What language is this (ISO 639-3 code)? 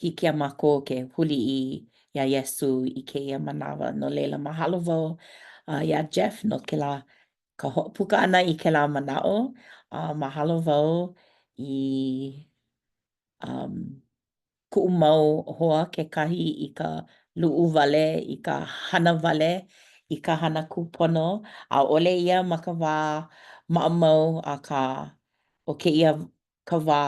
haw